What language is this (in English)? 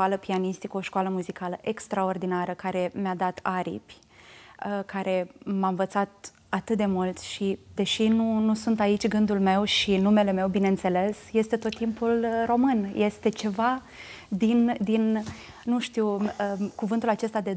Romanian